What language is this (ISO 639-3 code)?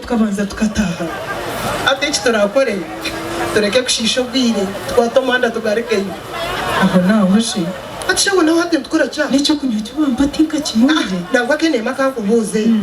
nyn